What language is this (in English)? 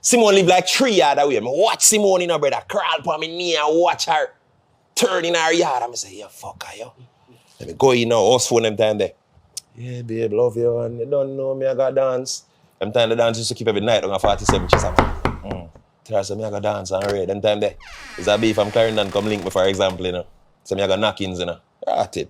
Jamaican Creole English